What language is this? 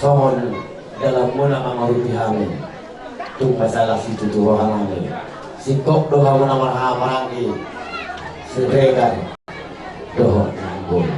Batak Toba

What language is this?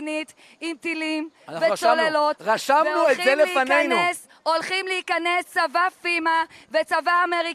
Hebrew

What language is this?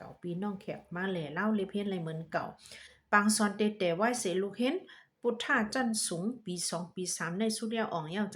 Shan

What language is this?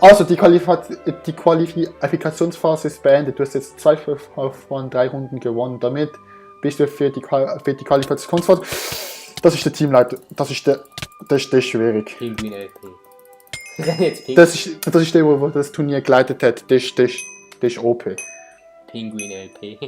Swiss German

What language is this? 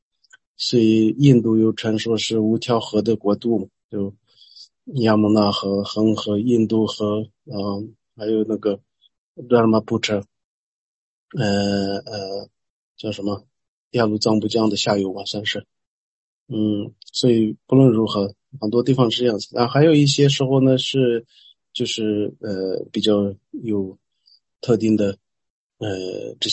Chinese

